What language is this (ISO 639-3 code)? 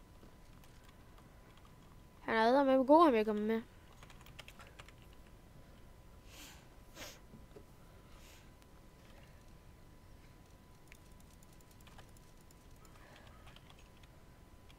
dan